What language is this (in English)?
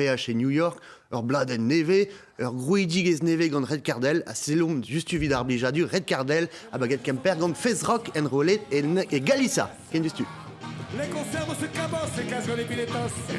Breton